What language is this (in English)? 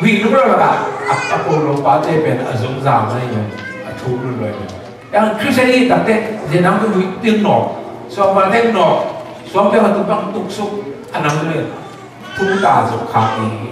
Tedim Chin